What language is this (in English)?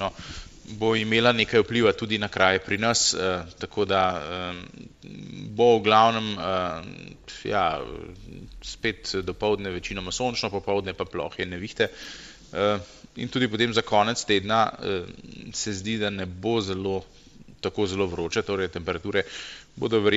Slovenian